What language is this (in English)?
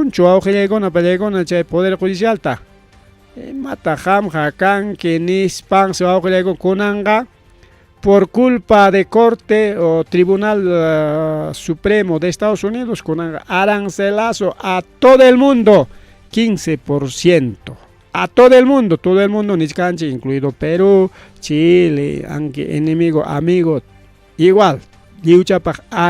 Ayacucho Quechua